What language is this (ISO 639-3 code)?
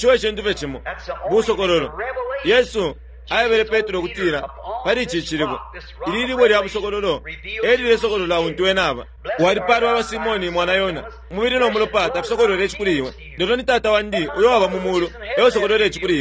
bem